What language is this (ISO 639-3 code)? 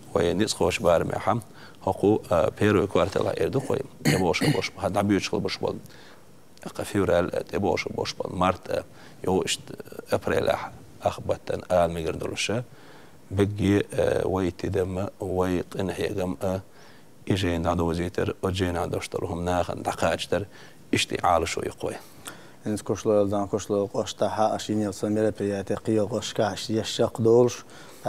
che